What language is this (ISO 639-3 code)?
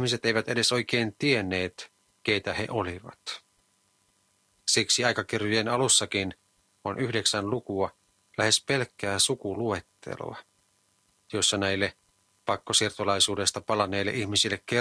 fin